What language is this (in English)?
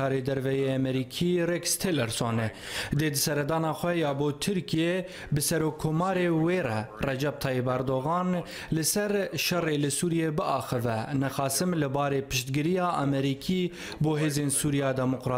Kurdish